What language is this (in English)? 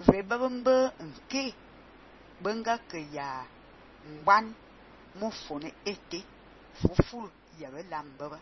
Fang